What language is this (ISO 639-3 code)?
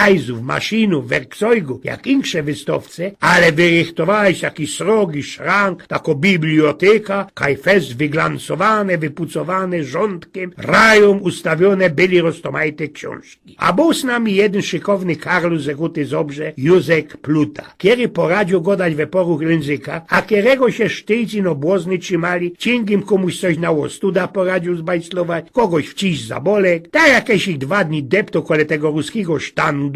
szl